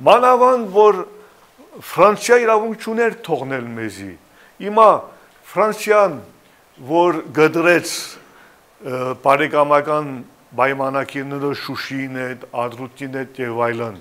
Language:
Western Armenian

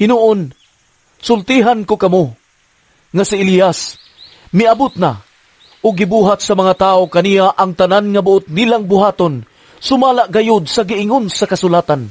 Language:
Cebuano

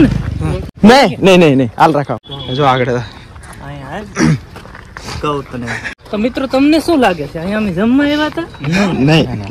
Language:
Gujarati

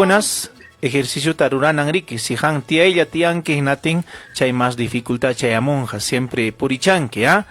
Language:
Ayacucho Quechua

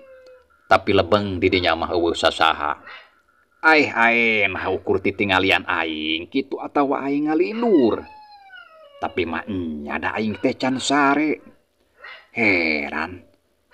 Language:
Sundanese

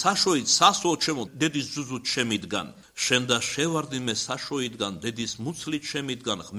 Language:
Georgian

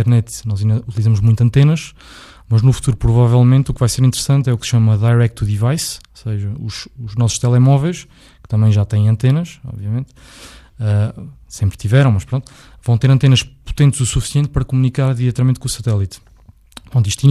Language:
Portuguese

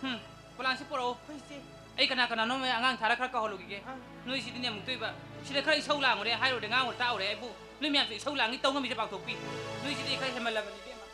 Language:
Manipuri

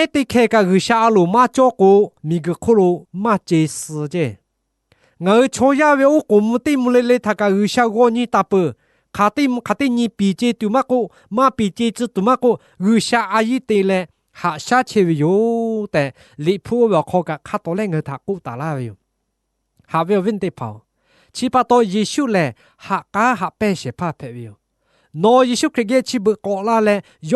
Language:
Lahu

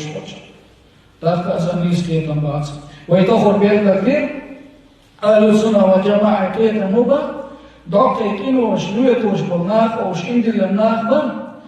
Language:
Chechen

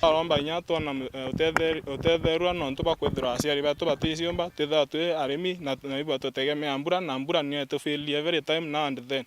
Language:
Meru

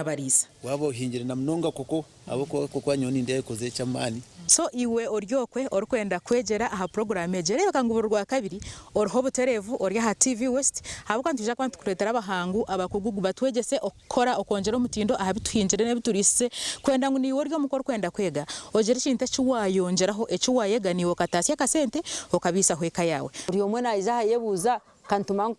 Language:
Nyankole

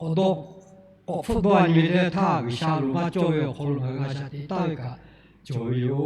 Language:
Lahu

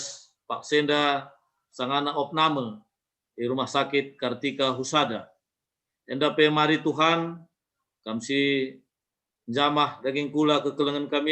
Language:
Batak Karo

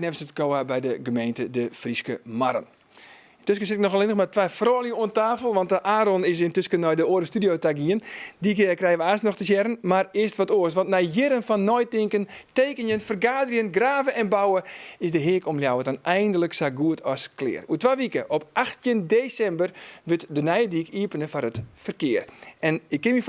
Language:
Western Frisian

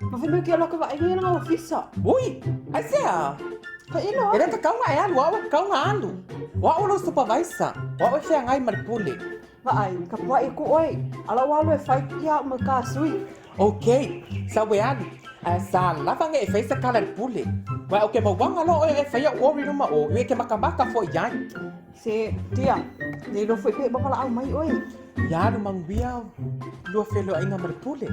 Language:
Samoan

